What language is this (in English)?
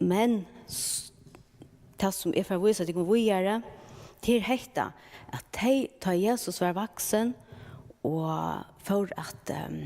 Faroese